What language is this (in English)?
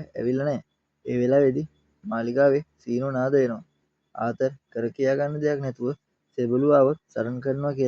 Sinhala